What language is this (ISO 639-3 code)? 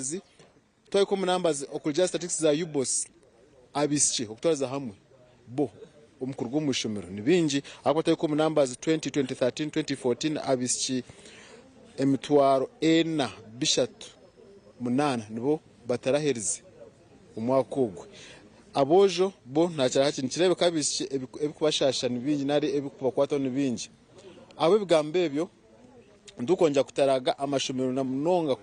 nyn